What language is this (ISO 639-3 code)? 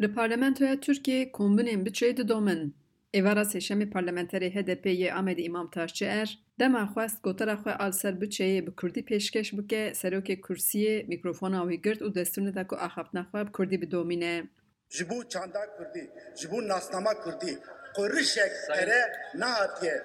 kur